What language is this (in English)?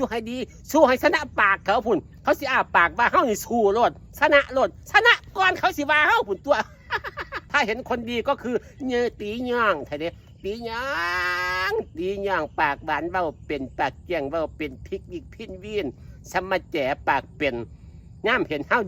Northeastern Thai